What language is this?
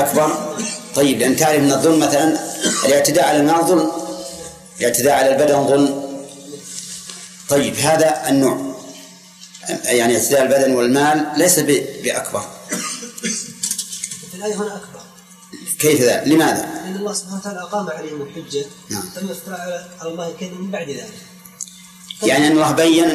Arabic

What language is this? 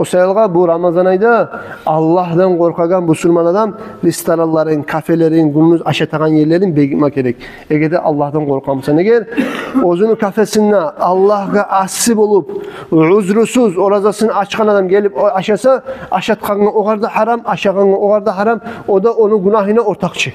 Kumyk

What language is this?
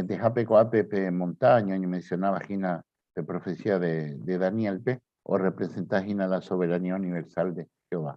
Guarani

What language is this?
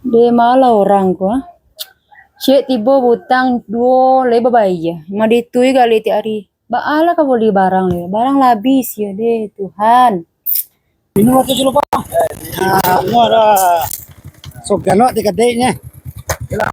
Minangkabau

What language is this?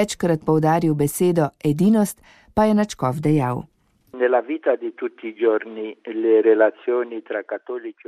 Slovenian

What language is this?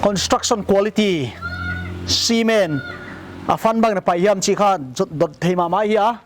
Paite Chin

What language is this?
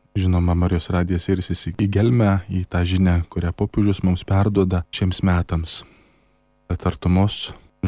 Lithuanian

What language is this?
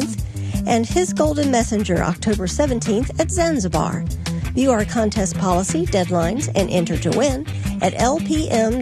English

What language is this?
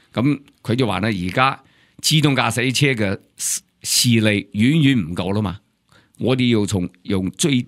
Cantonese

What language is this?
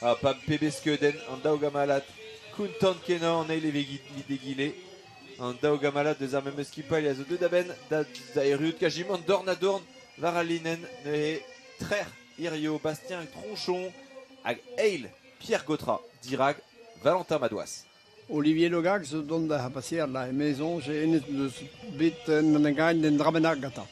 Breton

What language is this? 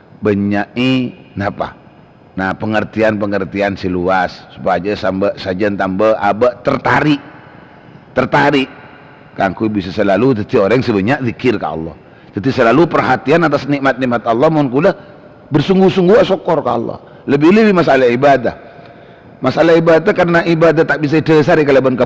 Madurese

